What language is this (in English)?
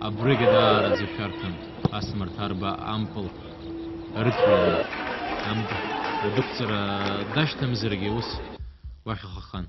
Abkhazian